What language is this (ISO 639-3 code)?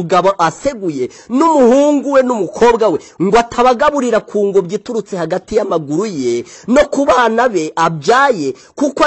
kin